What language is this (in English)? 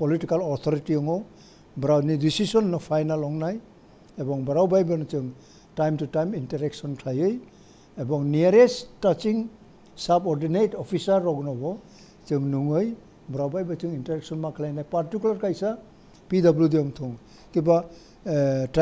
Kok Borok